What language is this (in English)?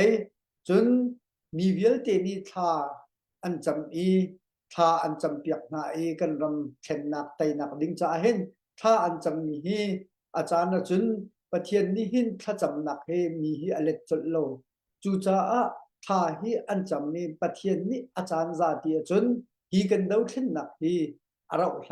Hakha Chin